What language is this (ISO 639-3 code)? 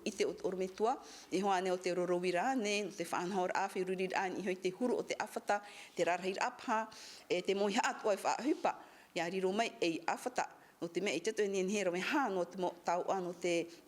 tah